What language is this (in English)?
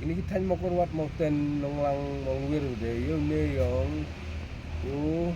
Khasi